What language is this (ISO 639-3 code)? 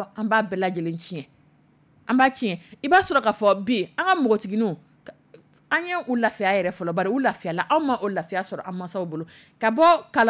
dyu